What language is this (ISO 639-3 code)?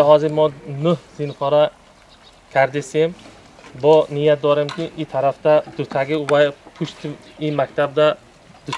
tgk